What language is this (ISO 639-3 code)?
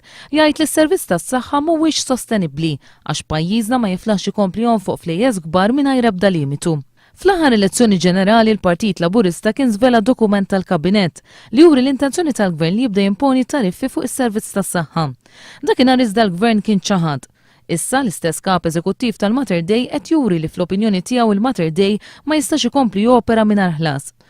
mlt